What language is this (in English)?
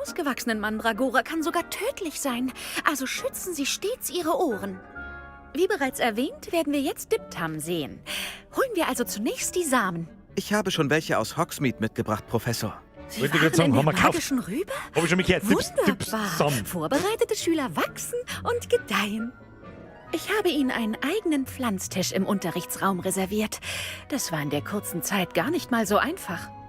Bavarian